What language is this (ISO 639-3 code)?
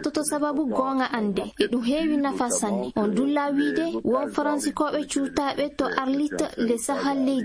ful